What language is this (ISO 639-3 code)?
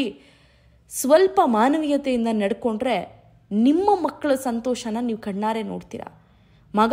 kan